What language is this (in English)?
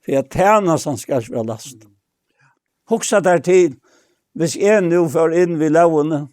Faroese